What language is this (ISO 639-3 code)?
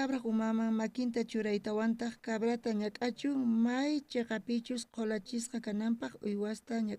quh